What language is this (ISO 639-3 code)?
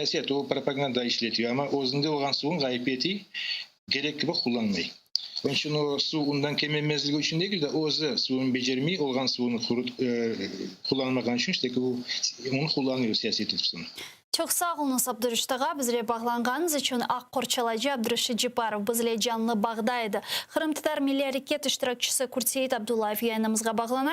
crh